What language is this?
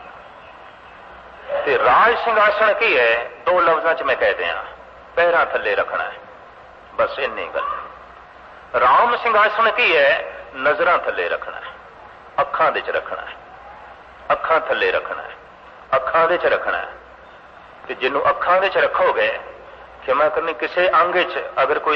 Punjabi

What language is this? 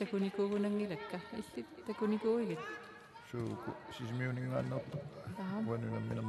Kalaallisut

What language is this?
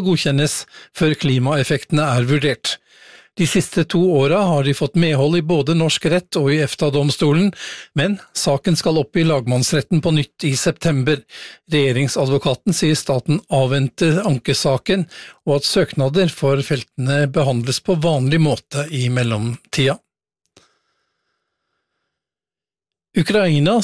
Norwegian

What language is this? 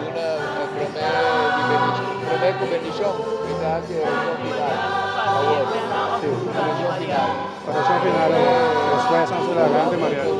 Papiamento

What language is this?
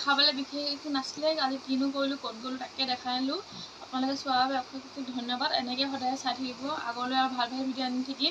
Assamese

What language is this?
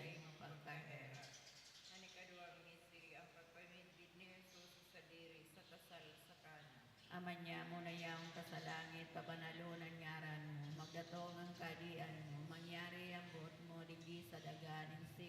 Bikol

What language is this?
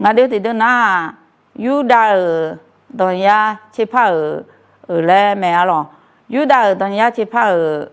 Akha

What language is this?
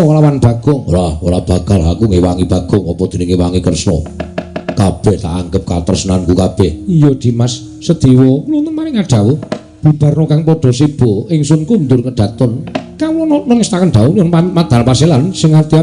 Javanese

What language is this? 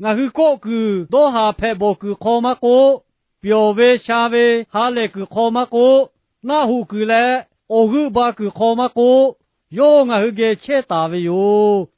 Lahu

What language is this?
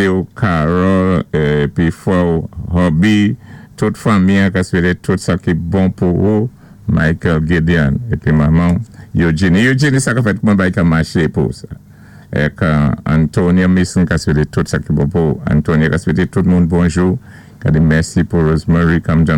Saint Lucian Creole French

